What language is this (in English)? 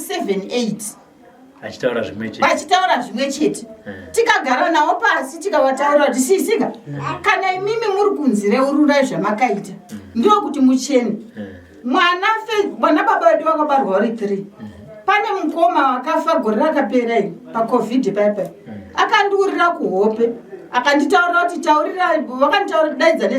Shona